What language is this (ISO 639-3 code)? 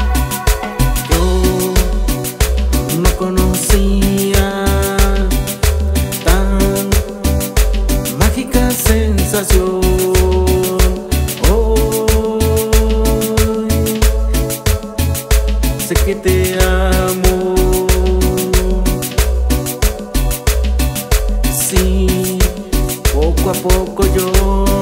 spa